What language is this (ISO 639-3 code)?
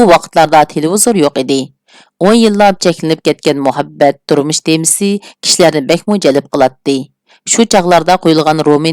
uig